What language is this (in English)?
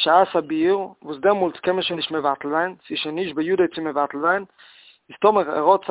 Yiddish